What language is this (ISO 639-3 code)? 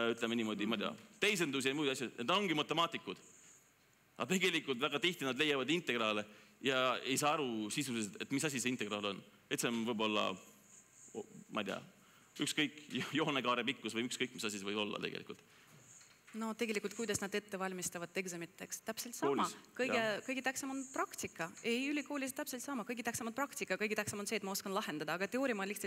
est